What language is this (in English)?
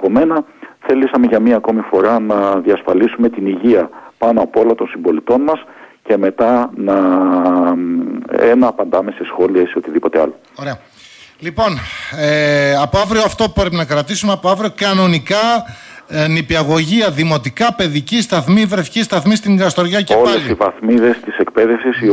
Greek